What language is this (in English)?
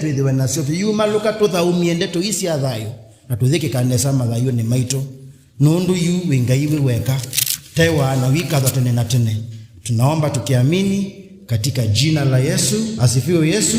Kamba